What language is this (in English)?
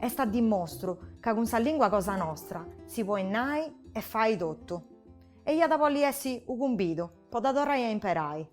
Sardinian